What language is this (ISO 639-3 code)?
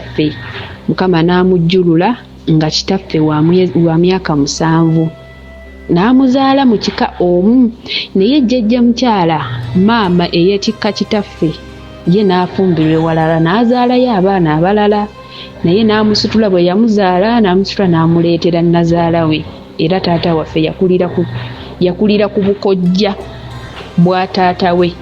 lug